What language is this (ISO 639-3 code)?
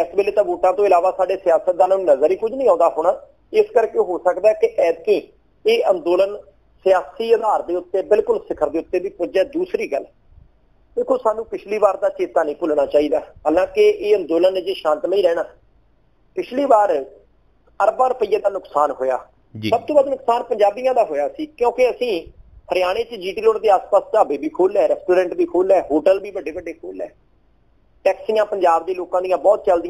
pan